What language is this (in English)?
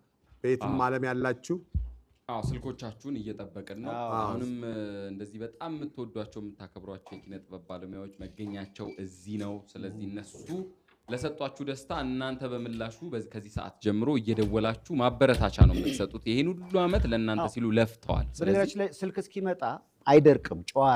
Amharic